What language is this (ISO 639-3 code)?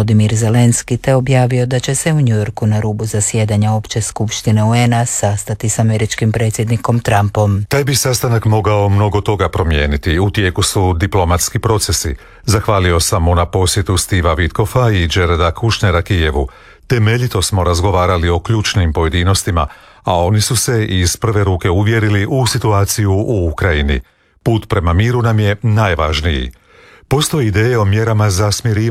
hrv